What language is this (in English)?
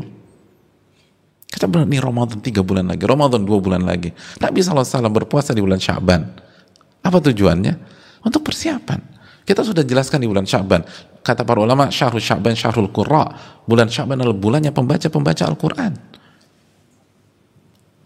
Indonesian